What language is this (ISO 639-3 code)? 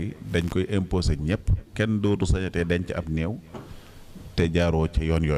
wol